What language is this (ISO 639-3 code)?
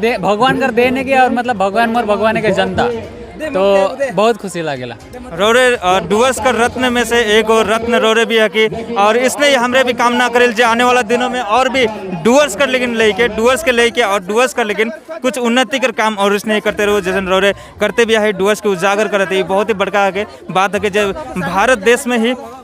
sck